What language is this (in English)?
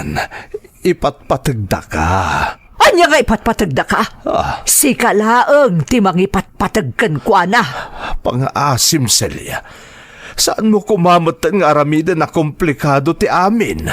Iloko